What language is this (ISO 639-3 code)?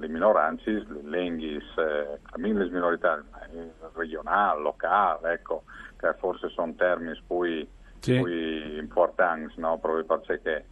fur